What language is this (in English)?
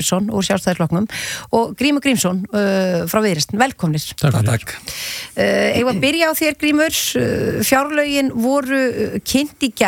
Icelandic